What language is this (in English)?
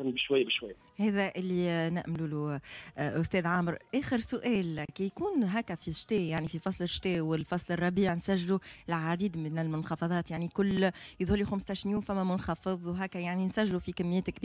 Tunisian Arabic